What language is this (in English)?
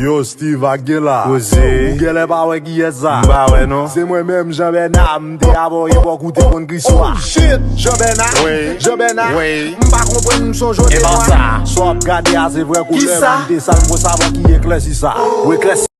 Haitian Creole